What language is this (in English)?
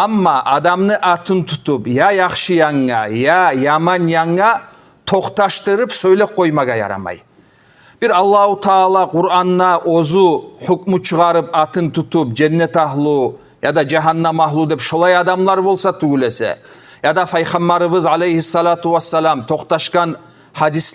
Kumyk